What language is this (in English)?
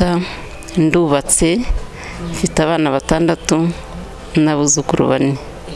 Kinyarwanda